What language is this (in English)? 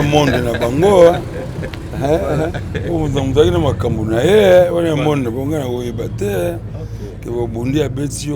Lingala